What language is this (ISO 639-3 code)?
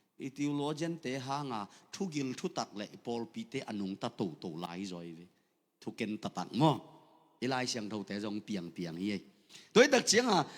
ctd